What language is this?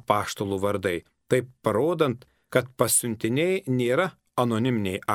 Lithuanian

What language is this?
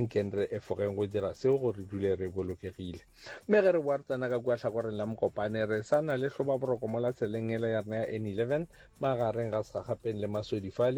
Northern Sotho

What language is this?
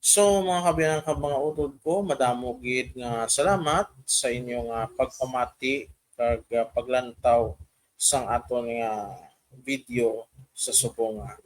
Hiligaynon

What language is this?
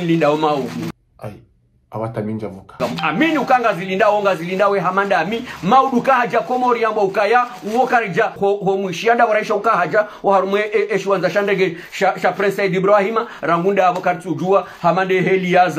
Ngazidja Comorian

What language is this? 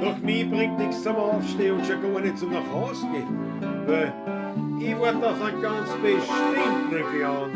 Bavarian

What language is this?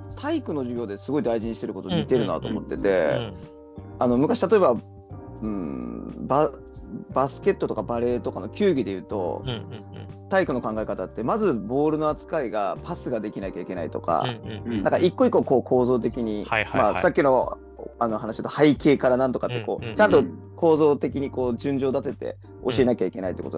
Japanese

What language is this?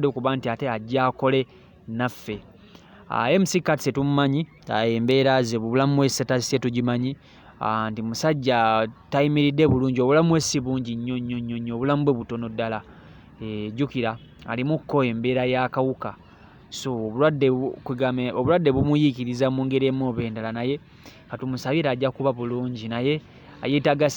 Ganda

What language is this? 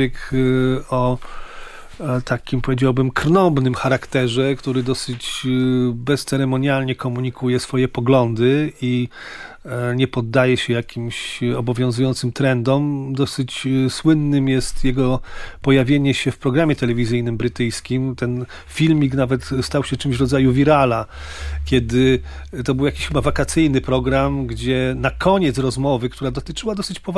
Polish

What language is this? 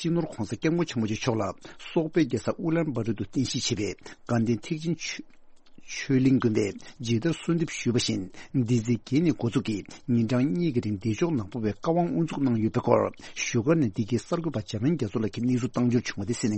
Tibetan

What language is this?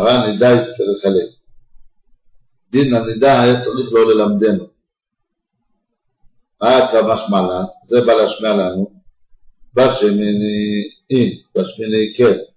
Hebrew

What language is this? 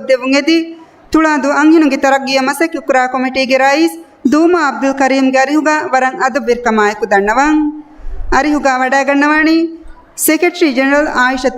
Divehi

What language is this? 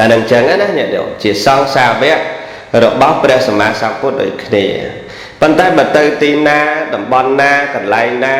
Khmer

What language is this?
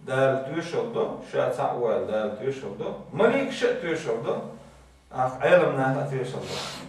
Chechen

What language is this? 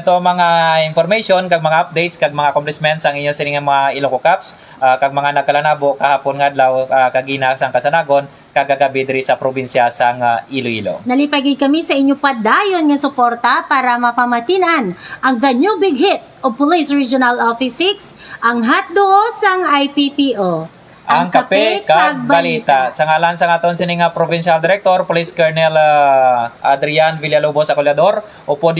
Hiligaynon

